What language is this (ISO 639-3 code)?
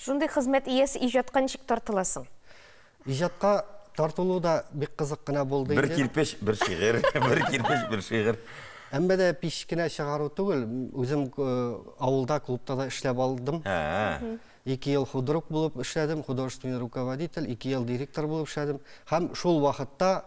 tat